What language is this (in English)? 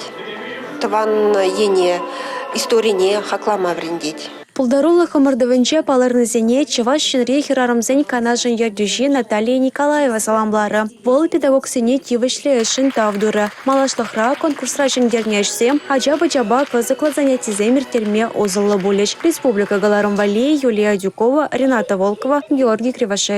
Chuvash